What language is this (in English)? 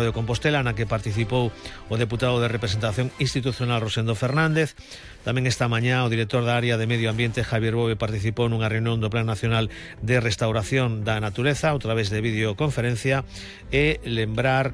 Galician